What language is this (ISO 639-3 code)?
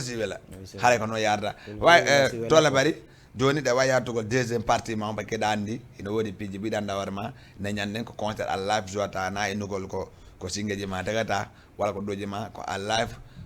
ful